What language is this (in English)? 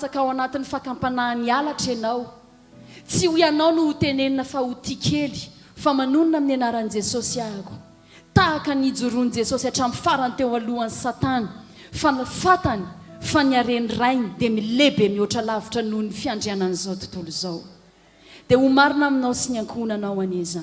Malagasy